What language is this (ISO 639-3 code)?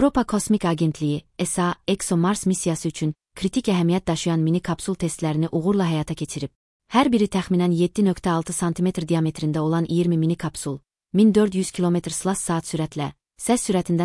aze